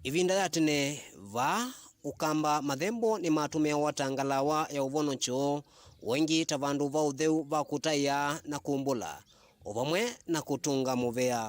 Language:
Kamba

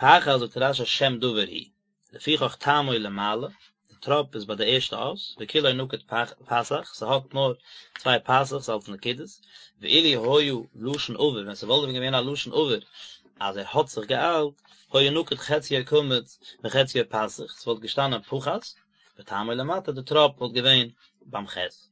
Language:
Yiddish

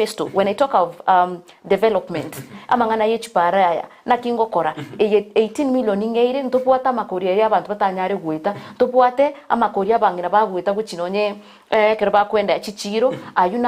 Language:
Gusii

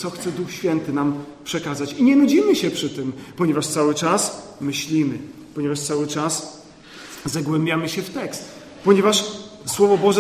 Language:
Polish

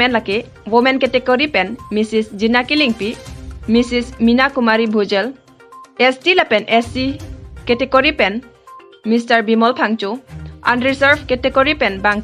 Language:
Karbi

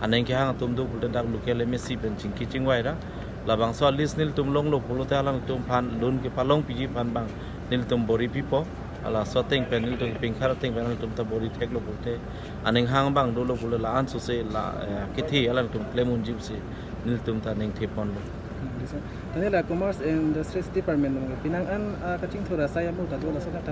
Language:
Karbi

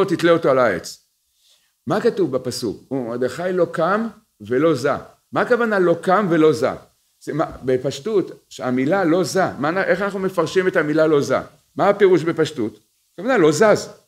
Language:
Hebrew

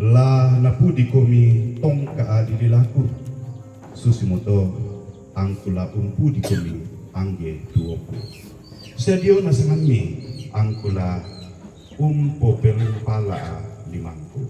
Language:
Toraja-Sa'dan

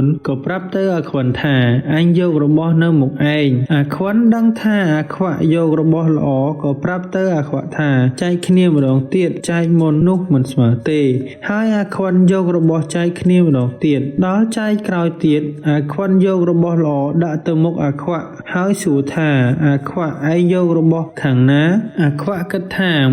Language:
Khmer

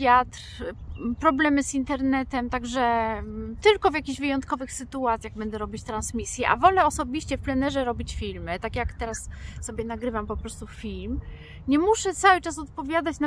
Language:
Polish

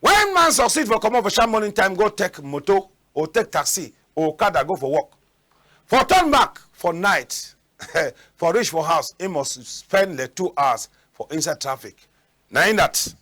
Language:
Cameroon Pidgin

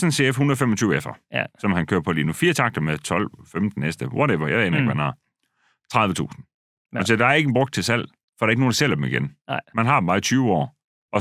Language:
Danish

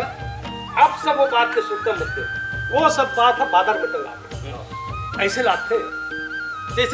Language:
Chhattisgarhi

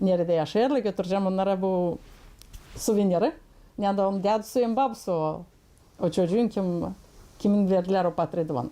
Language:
Gagauz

